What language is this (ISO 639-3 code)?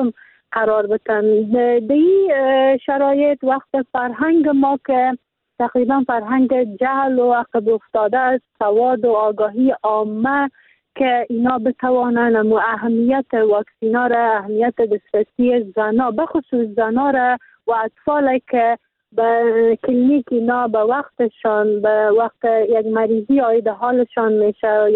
fas